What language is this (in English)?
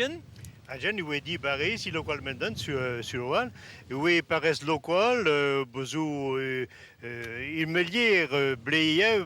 Breton